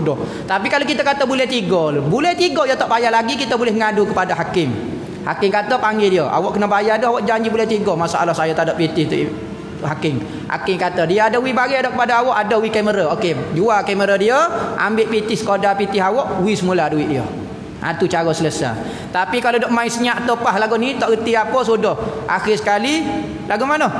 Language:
Malay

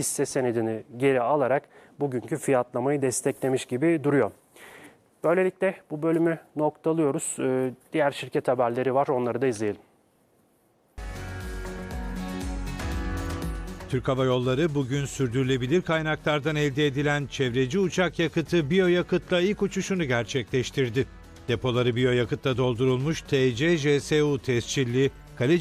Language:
Turkish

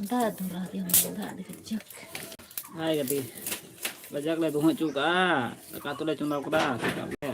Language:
Santali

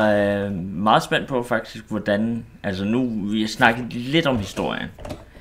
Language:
Danish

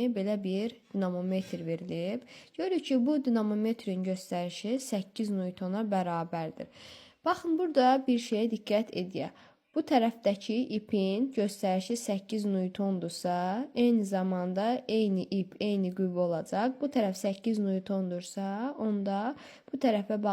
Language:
Azerbaijani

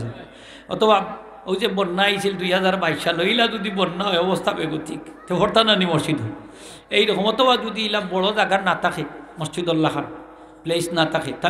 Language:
Sylheti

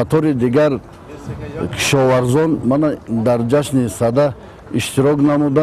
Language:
Tajik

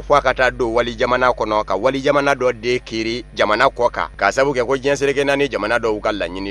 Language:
Bambara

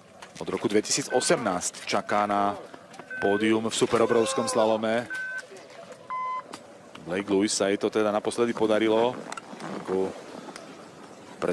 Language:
Slovak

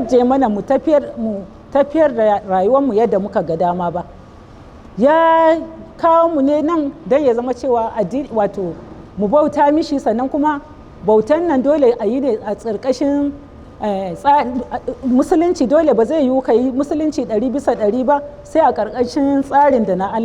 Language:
Hausa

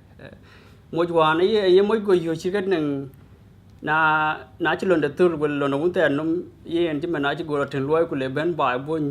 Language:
Dinka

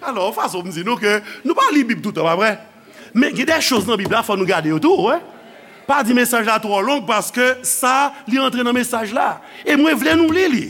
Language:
Haitian Creole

